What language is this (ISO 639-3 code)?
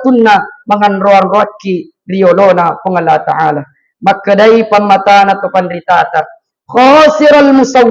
bug